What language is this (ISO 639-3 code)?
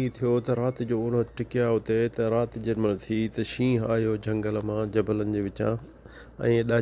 snd